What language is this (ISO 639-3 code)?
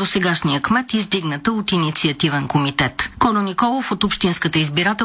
bul